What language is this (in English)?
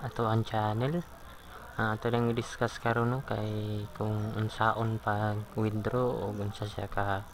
Cebuano